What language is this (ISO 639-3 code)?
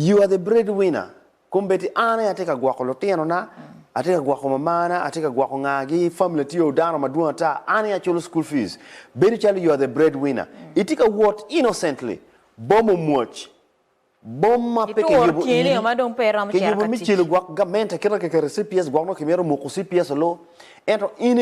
ach